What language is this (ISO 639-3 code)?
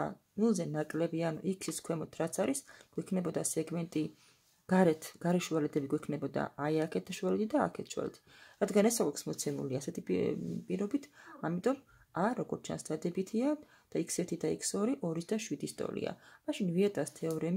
kat